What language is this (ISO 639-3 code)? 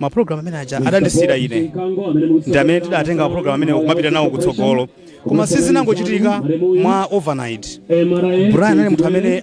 nya